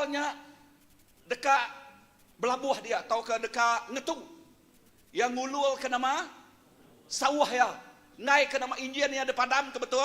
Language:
Iban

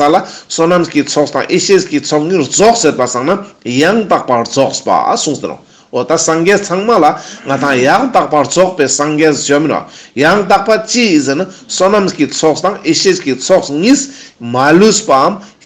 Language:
Ladakhi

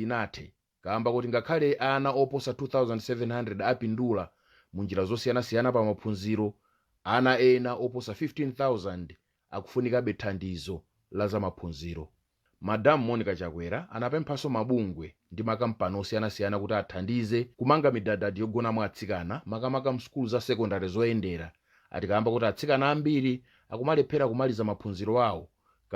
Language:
Nyanja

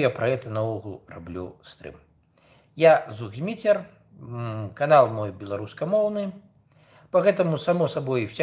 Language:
Belarusian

